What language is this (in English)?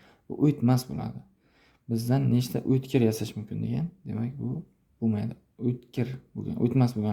Uzbek